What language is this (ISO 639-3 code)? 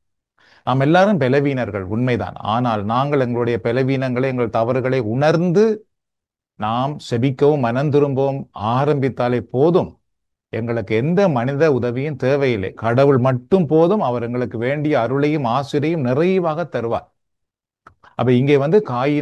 tam